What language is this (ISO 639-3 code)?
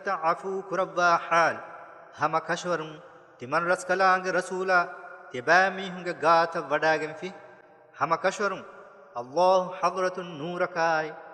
div